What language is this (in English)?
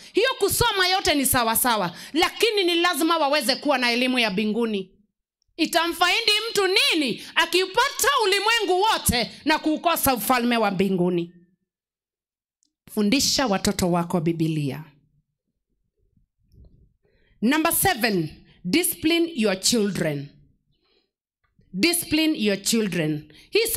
Swahili